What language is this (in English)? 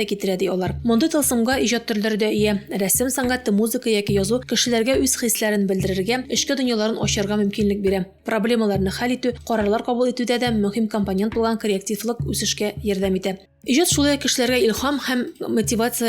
Tatar